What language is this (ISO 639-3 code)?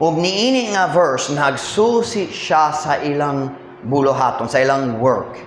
ceb